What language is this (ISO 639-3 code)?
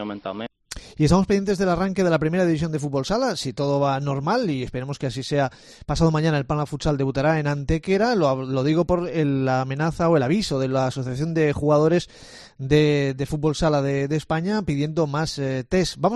spa